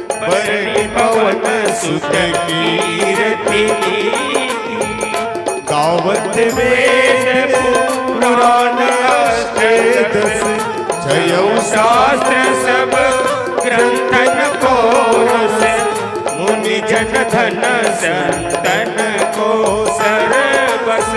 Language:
Chhattisgarhi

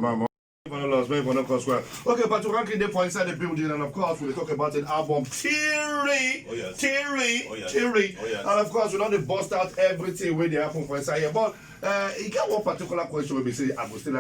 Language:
Nigerian Pidgin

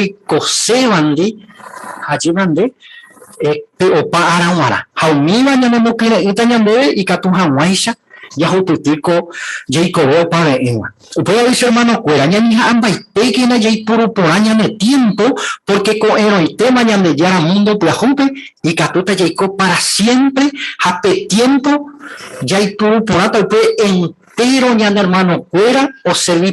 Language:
Guarani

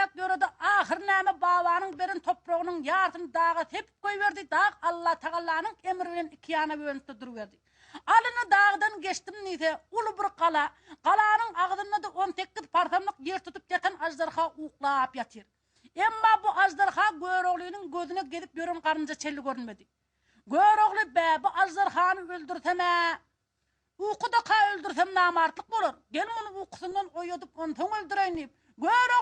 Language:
Turkmen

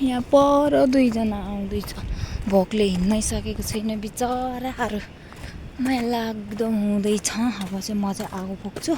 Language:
Nepali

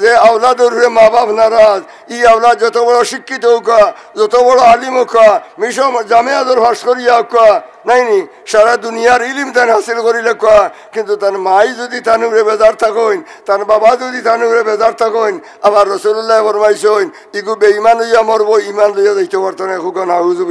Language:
Sylheti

